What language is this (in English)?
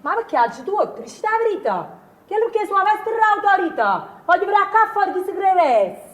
Neapolitan